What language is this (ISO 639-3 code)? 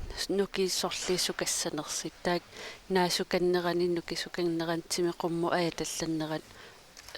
kal